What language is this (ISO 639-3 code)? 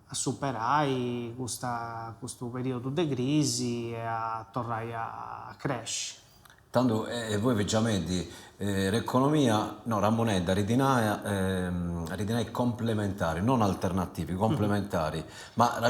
srd